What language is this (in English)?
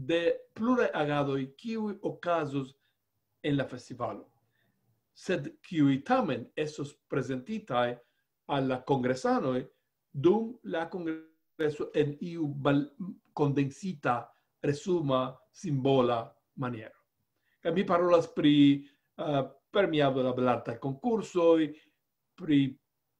Esperanto